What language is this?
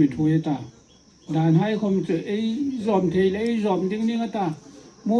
Hmar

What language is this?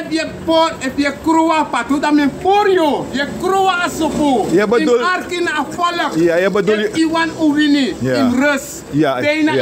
Sranan Tongo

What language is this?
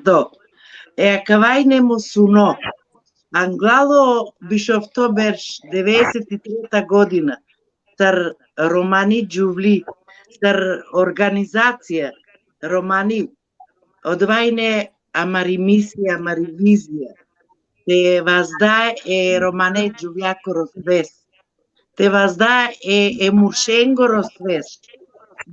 Balkan Romani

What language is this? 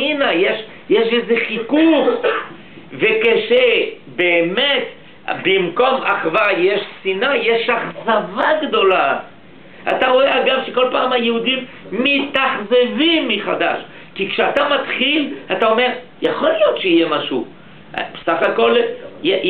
Hebrew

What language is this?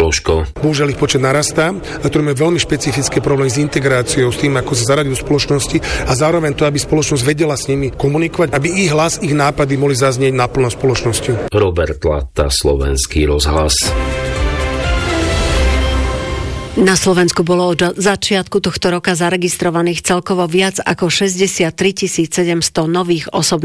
Slovak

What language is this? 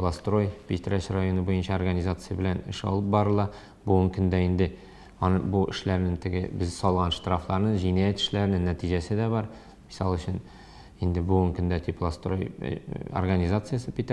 Tatar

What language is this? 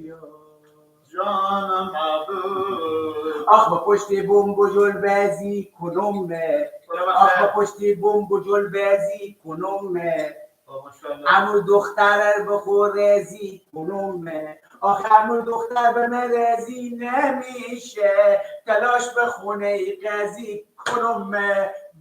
Persian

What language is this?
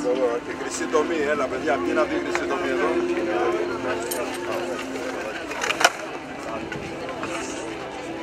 Greek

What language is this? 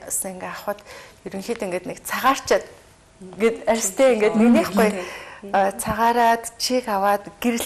Mongolian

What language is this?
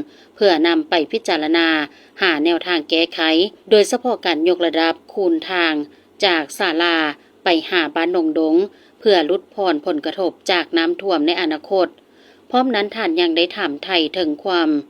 Lao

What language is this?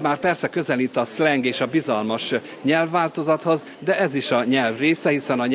Hungarian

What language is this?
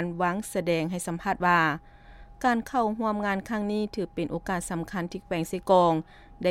Lao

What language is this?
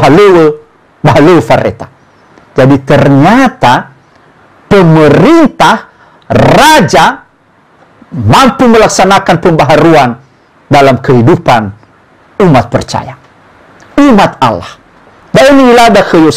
Nias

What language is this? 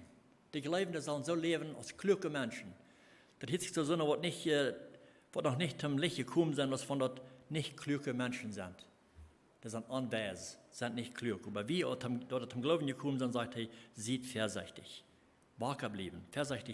Plautdietsch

